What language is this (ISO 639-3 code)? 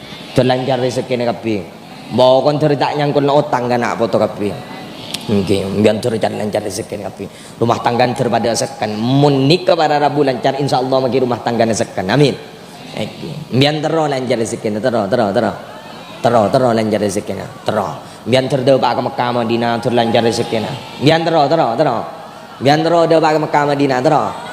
mad